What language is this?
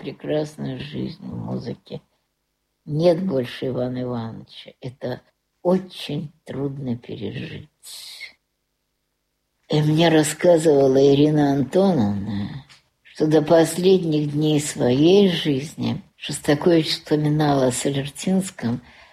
Russian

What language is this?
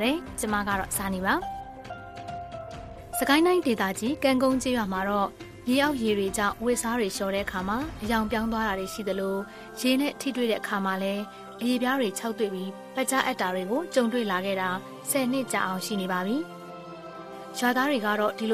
Burmese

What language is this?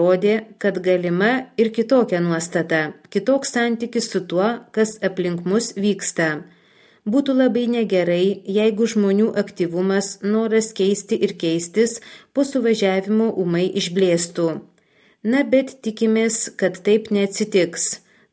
Lithuanian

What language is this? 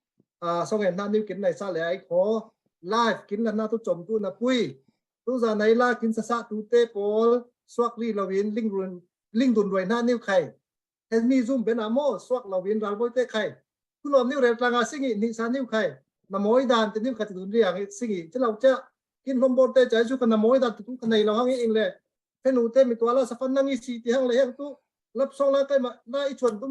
Falam Chin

